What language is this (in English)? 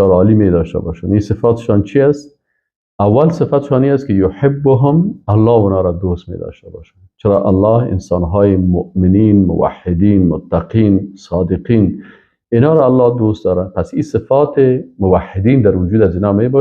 Persian